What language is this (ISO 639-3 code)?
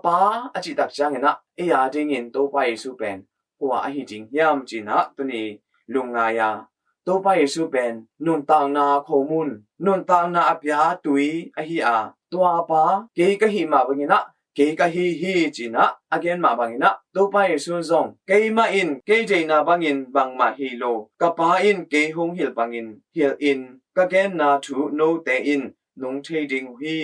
ctd